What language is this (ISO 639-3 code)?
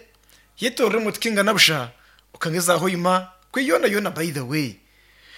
nyn